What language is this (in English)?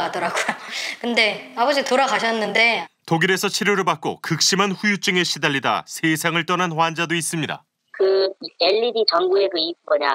Korean